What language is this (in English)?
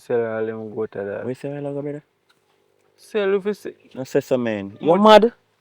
Jamaican Creole English